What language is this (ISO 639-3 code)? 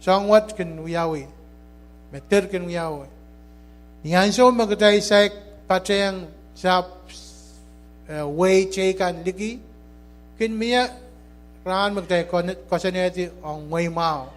pon